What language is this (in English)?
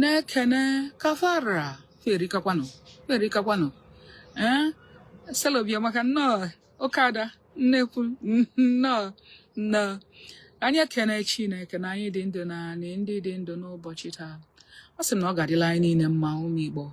Igbo